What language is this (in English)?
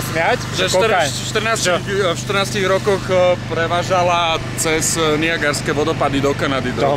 Slovak